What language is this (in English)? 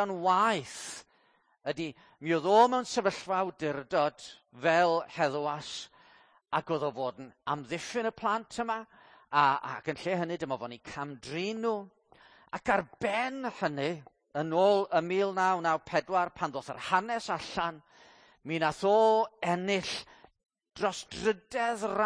Welsh